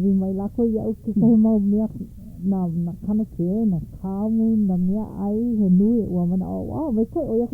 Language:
Hawaiian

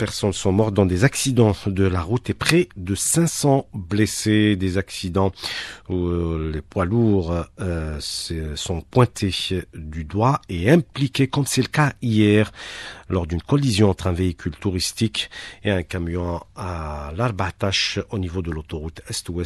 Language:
French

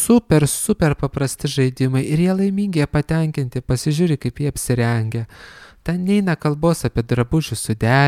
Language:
Lithuanian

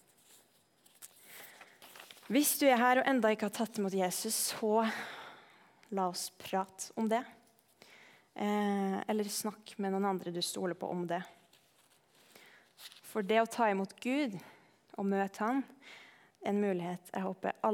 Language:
Norwegian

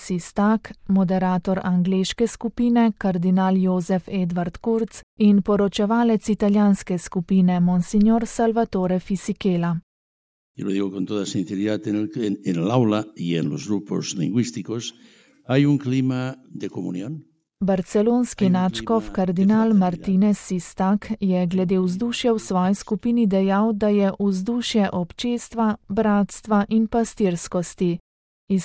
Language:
Slovenian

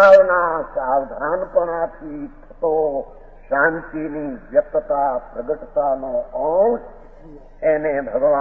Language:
Gujarati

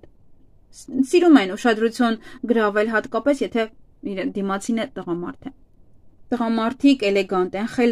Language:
Armenian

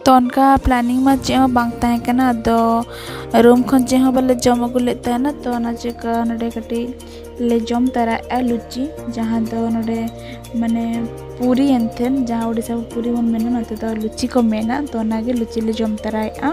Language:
Santali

